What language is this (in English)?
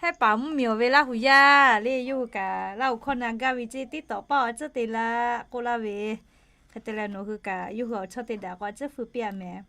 Lahu